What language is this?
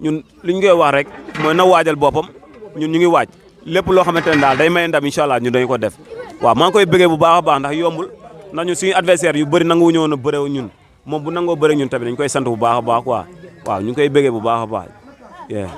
Wolof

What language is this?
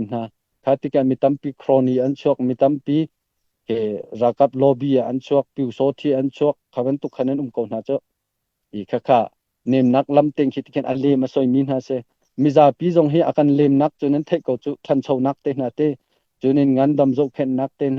Hakha Chin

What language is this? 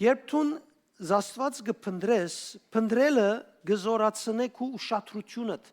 Western Armenian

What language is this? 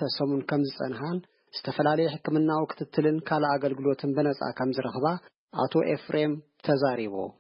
Tigrinya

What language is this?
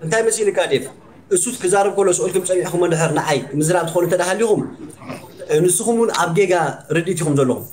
Tigrinya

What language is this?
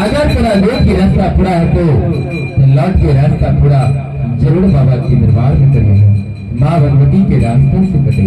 Maithili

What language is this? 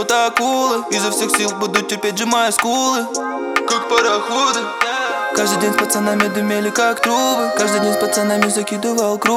Russian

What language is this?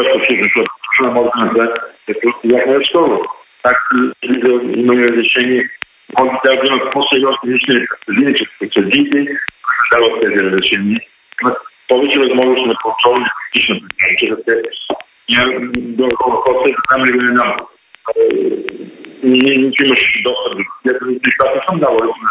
Bulgarian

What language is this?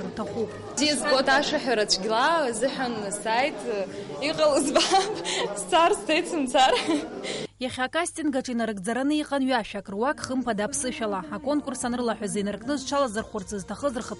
Abkhazian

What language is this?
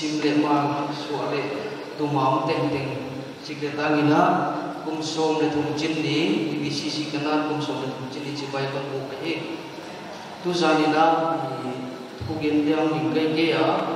Paite Chin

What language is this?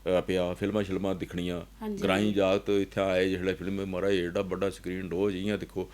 Dogri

